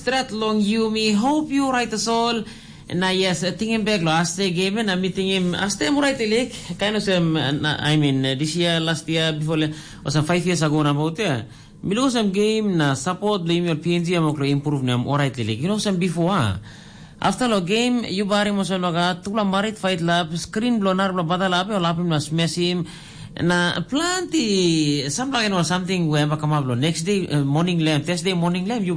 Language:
Tok Pisin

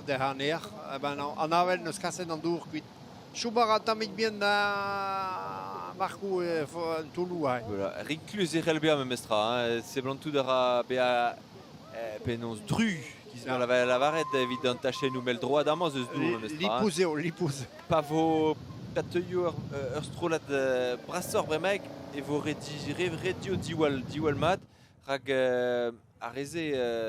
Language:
Breton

